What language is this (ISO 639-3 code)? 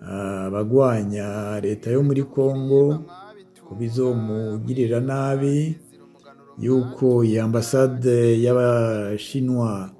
run